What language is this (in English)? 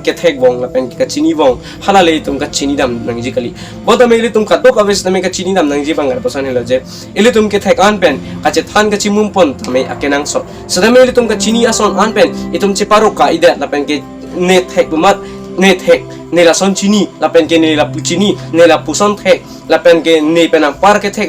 Karbi